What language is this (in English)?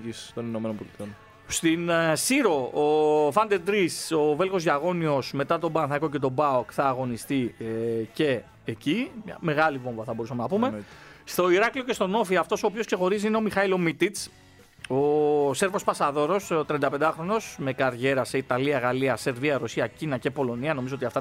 Greek